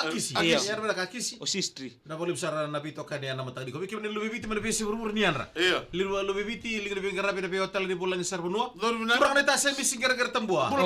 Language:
Fijian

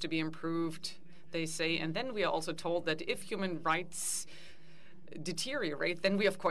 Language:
English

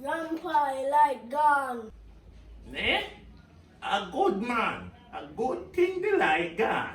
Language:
Jamaican Creole English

